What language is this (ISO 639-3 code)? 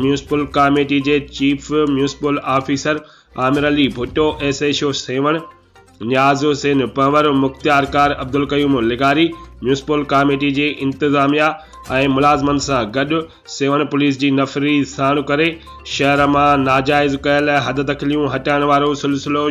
snd